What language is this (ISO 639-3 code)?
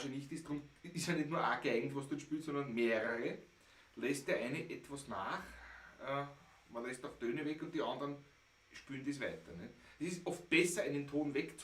bar